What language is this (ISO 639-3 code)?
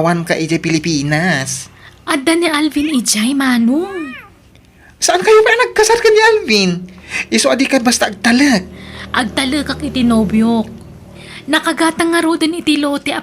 ilo